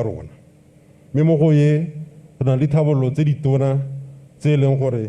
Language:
Tswana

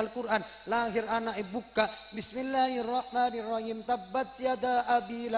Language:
Madurese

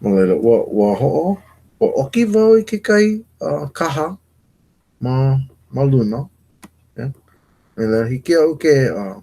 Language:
Hawaiian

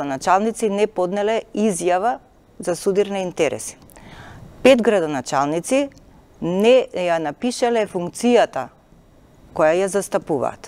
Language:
Macedonian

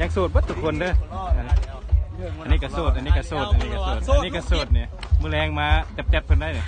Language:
Lao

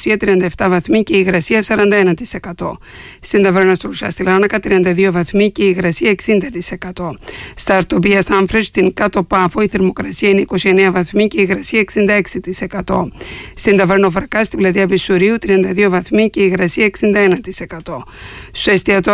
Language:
Greek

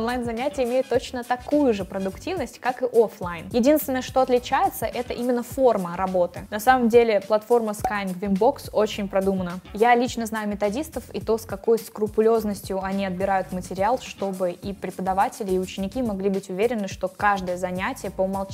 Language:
Russian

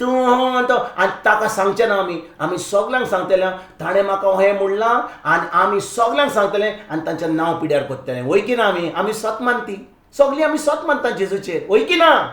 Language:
Konkani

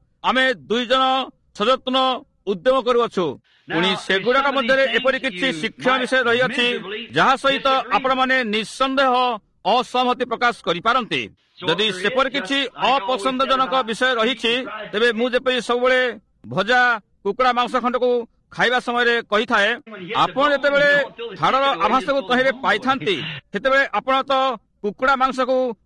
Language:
Odia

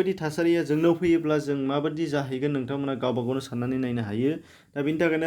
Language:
Bodo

